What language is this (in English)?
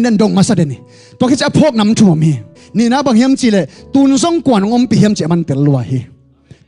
Tedim Chin